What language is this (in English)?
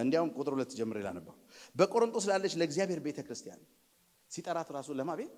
Amharic